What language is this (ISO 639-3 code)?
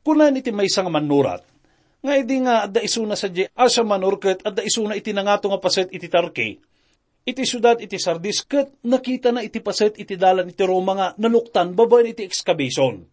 ilo